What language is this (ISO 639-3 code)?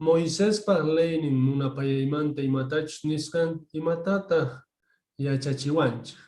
quh